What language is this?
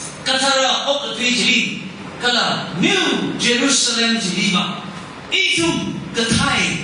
Tangkhul Naga (India)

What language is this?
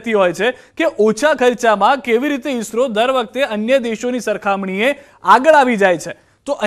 Gujarati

